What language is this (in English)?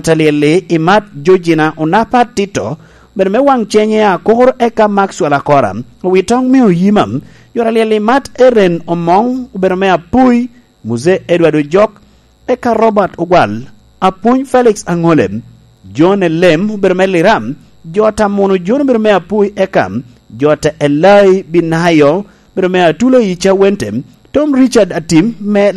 Lango (Uganda)